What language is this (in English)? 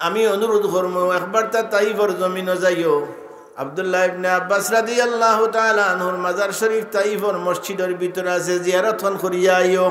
Sylheti